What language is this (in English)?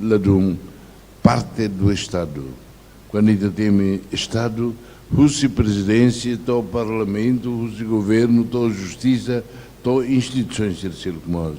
Tetum